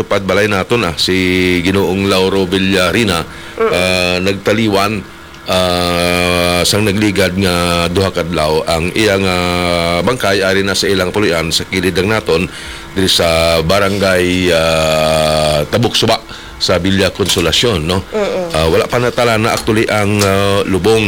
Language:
Hiligaynon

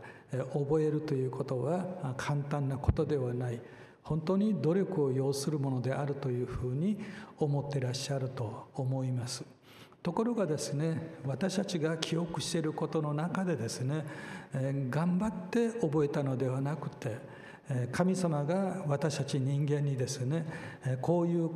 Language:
Japanese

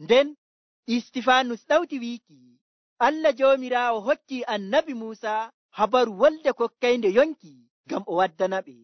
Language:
Nigerian Fulfulde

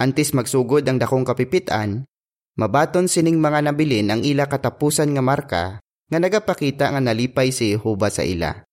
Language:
Hiligaynon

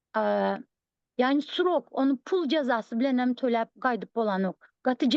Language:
Turkmen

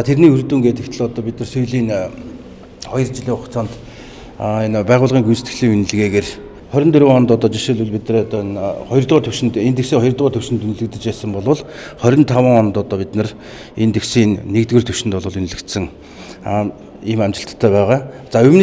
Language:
Mongolian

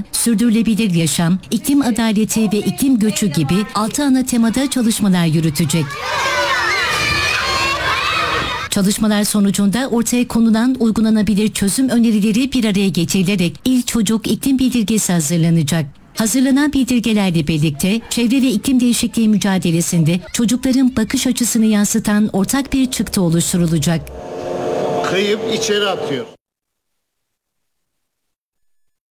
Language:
Turkish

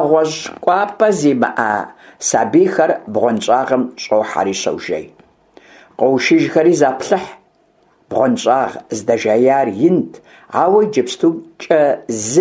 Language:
Kabardian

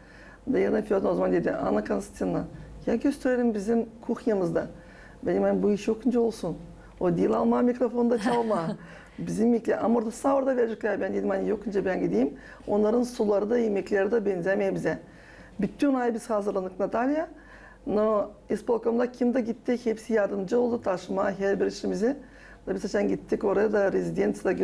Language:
Gagauz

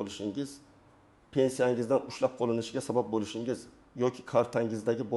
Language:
Uzbek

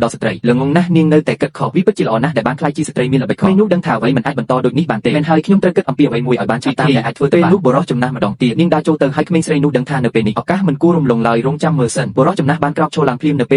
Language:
Khmer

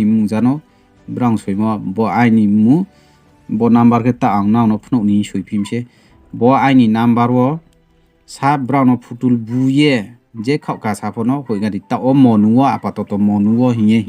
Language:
Riang (India)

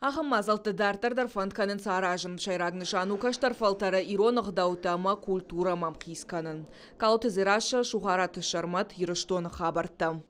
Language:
Ossetic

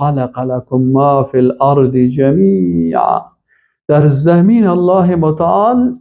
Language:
Persian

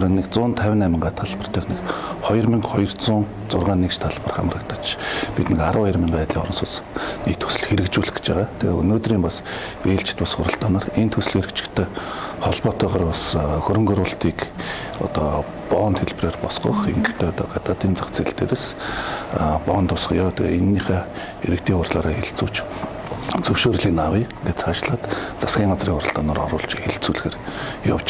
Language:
Mongolian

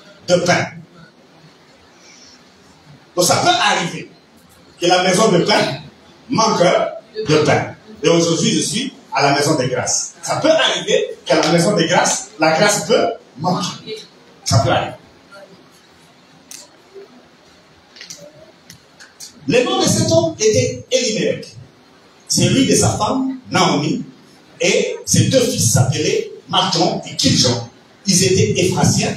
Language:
French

